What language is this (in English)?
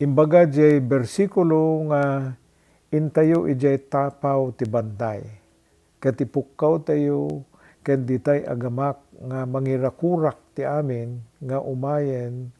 Iloko